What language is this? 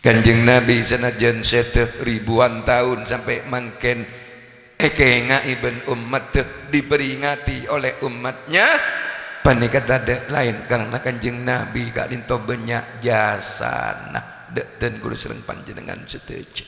Madurese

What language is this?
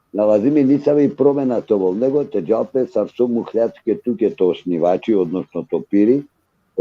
Balkan Romani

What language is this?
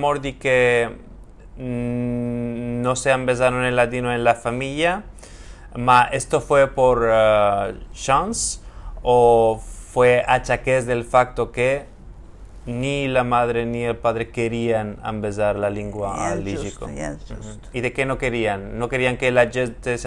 Ladino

